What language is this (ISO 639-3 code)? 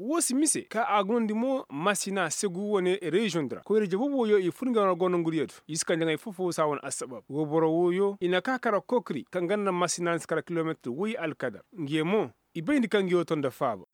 ses